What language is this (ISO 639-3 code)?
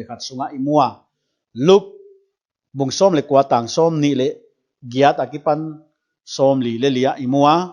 pck